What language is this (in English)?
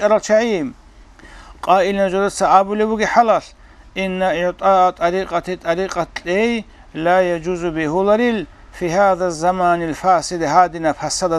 Avaric